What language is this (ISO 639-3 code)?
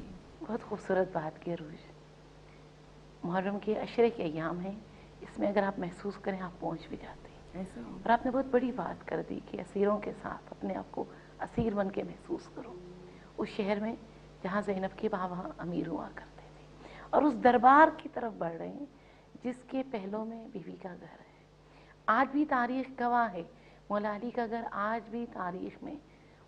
urd